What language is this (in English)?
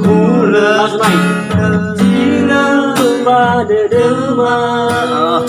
Nias